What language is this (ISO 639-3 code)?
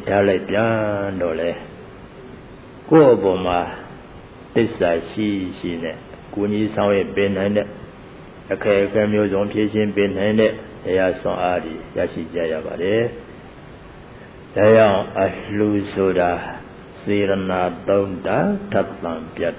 mya